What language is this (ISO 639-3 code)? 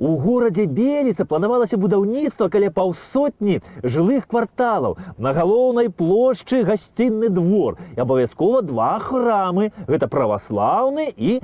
bel